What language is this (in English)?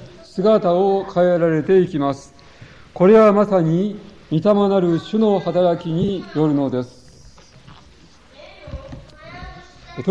Japanese